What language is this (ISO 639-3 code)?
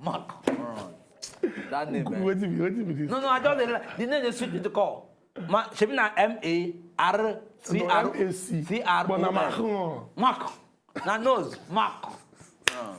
pcm